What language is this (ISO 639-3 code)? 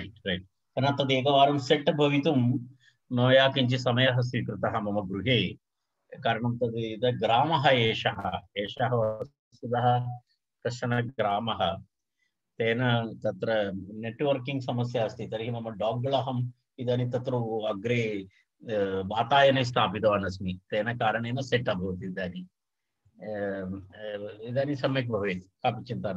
san